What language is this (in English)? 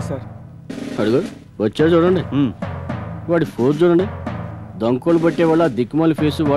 Telugu